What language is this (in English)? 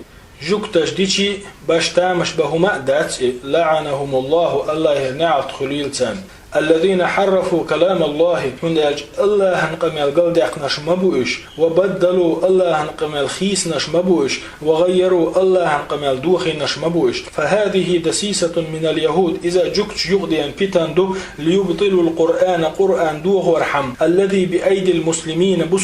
Chechen